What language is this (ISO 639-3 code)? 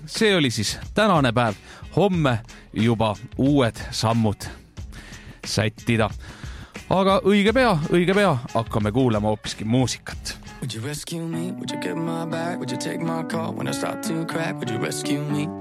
est